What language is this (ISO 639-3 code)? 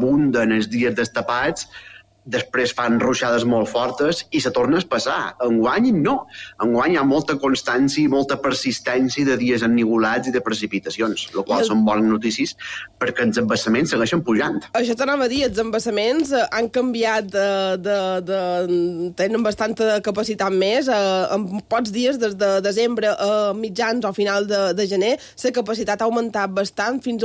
cat